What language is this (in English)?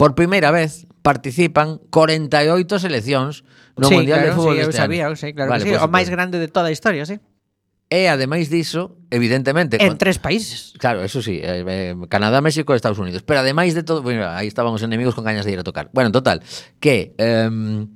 Galician